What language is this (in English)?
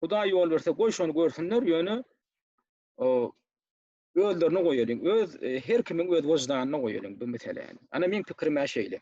Turkmen